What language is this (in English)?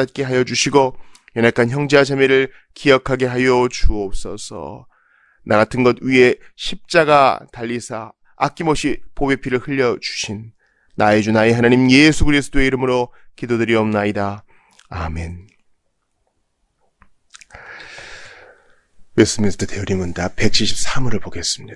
Korean